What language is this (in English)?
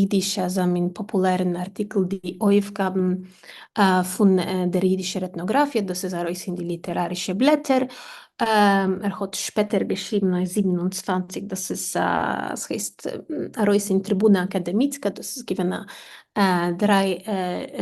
Yiddish